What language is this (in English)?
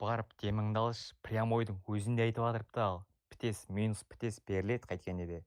Kara-Kalpak